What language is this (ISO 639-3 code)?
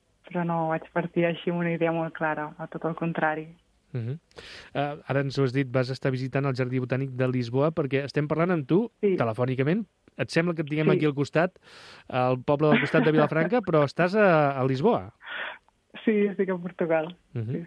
cat